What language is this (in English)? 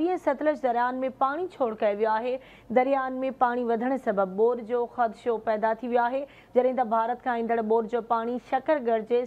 Sindhi